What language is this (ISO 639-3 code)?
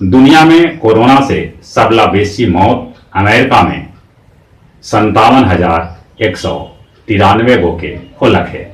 mag